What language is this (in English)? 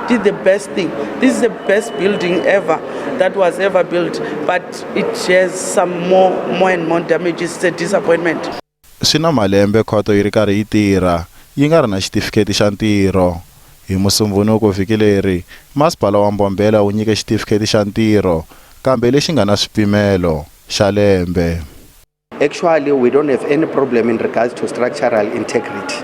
Tsonga